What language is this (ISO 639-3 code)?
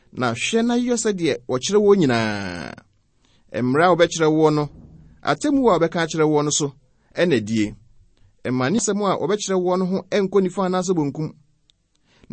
aka